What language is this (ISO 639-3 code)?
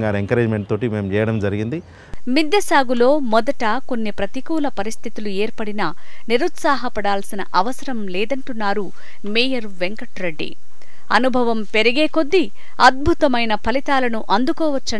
tel